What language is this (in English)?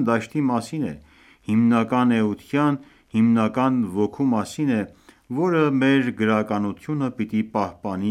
Armenian